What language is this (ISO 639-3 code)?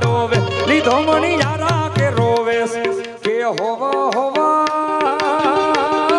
guj